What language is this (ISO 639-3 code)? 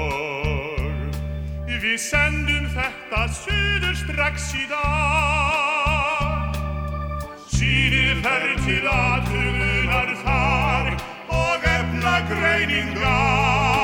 isl